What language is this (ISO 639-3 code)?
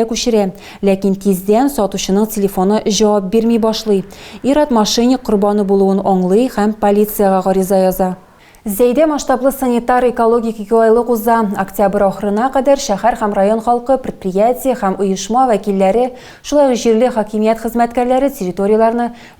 tat